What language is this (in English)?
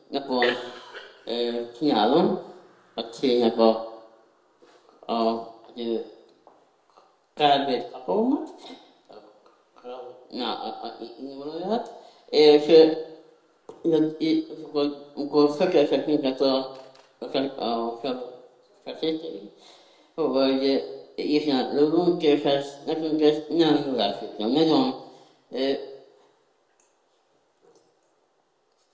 Hungarian